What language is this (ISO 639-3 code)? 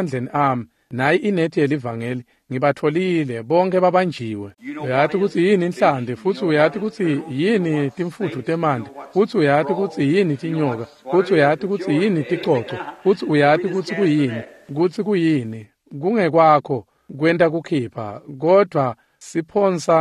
ssw